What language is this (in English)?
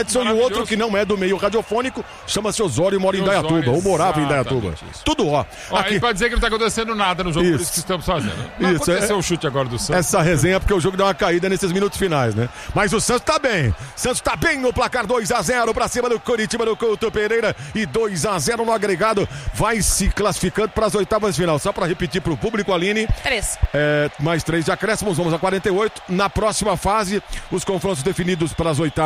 Portuguese